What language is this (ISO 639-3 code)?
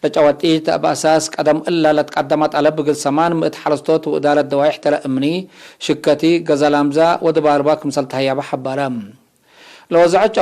tig